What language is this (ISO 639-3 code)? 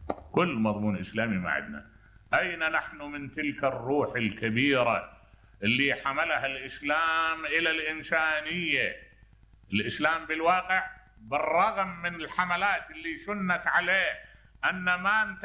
acm